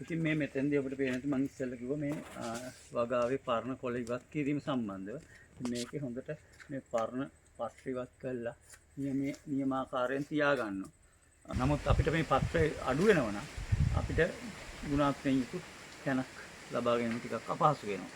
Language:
Sinhala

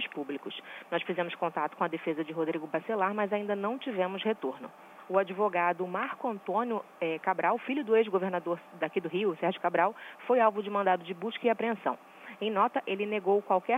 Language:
Portuguese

